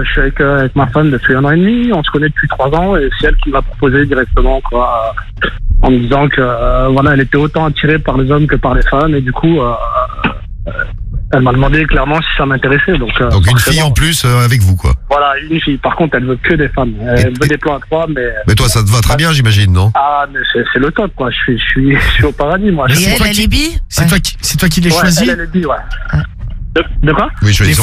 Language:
French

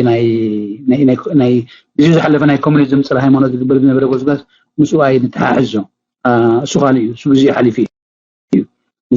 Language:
Tigrinya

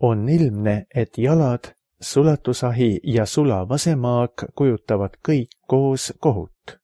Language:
Estonian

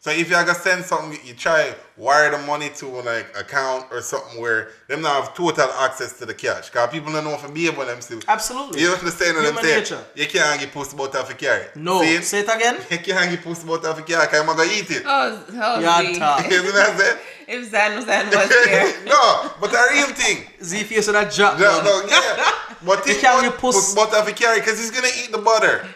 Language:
Jamaican Creole English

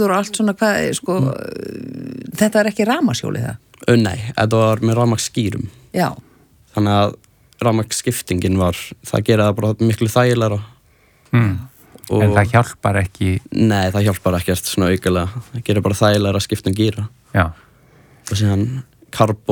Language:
Icelandic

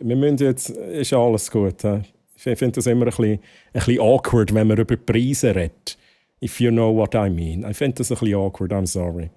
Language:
Swiss German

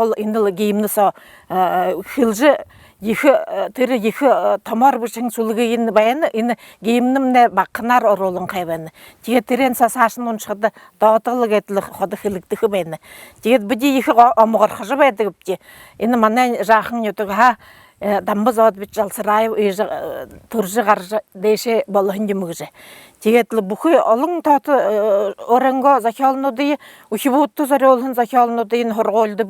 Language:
Buriat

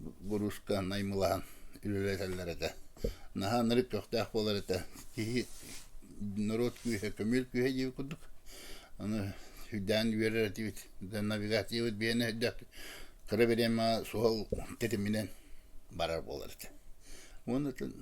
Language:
Yakut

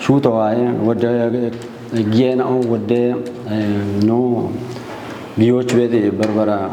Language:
Kafa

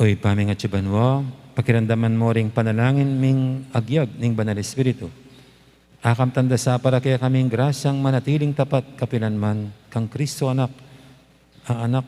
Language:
Pampanga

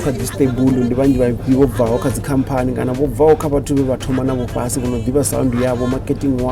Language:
Venda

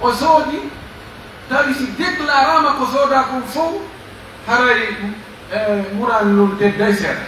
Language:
Pular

